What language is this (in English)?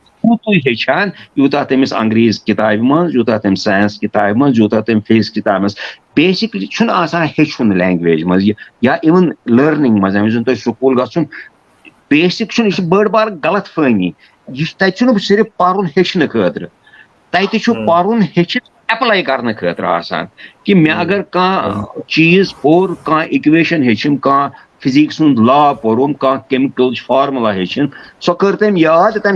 Kashmiri